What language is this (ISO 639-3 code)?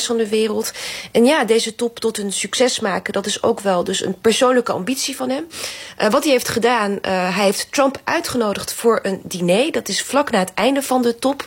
nld